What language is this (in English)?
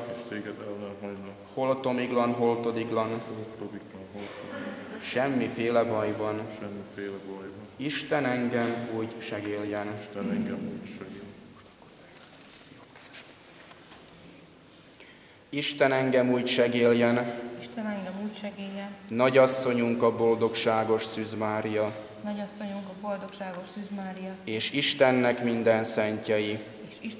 Hungarian